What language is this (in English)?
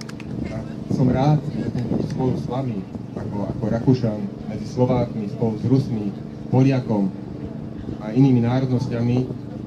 Slovak